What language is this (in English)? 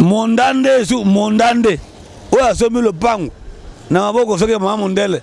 Lingala